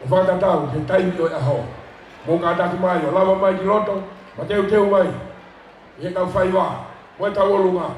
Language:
Tongan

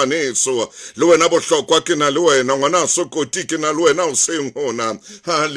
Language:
Southern Sotho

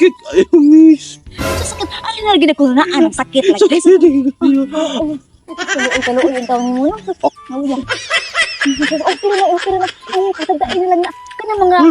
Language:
Cebuano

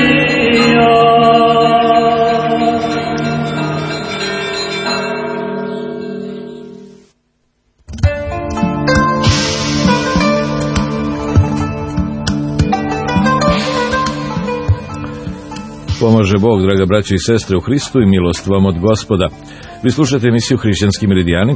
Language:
Serbian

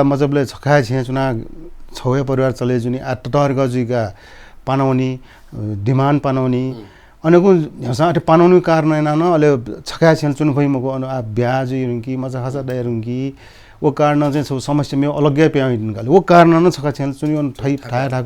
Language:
Newari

